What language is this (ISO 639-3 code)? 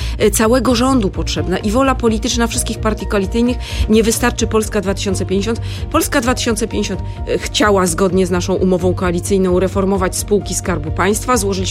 pol